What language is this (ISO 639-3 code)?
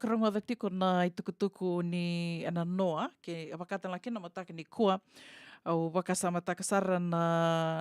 fij